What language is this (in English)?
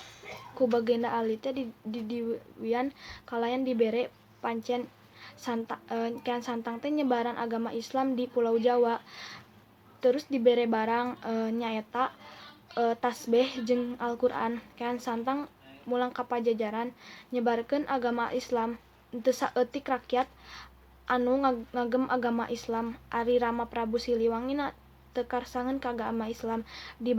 Sundanese